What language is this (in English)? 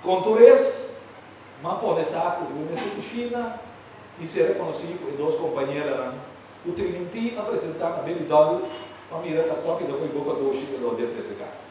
Papiamento